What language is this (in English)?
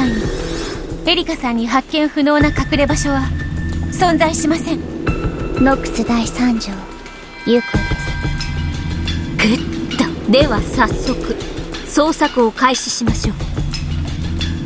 Japanese